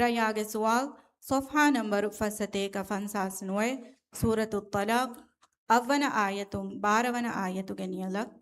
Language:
Divehi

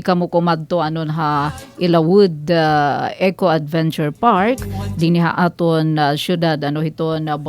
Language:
Waray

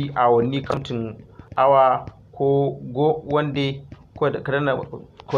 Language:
Hausa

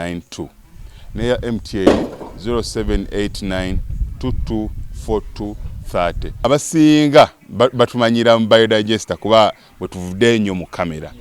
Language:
Ganda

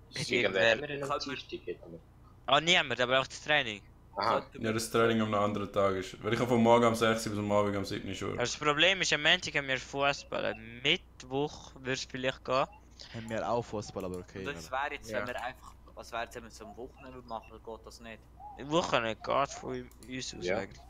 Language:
Swiss German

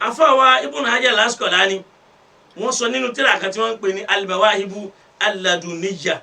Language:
Yoruba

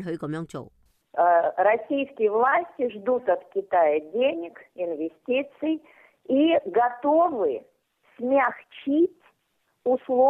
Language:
Cantonese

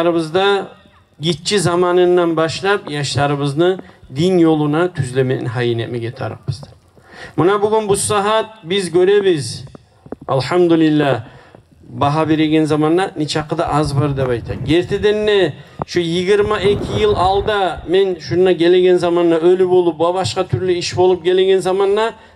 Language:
Kumyk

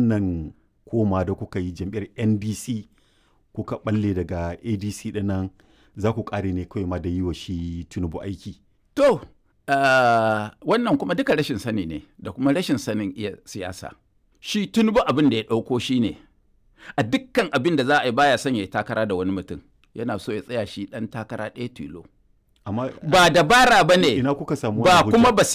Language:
Hausa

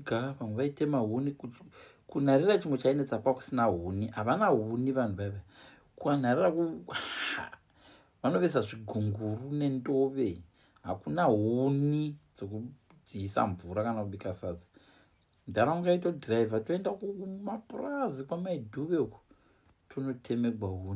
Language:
Shona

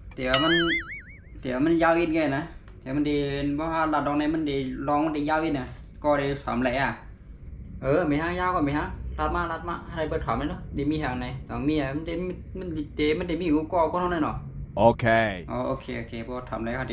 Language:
Shan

